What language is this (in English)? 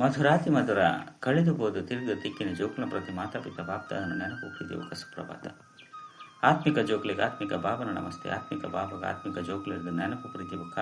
Tulu